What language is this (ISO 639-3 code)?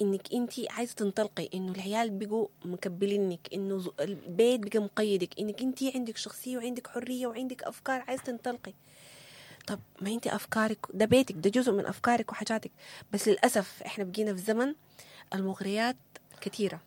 apd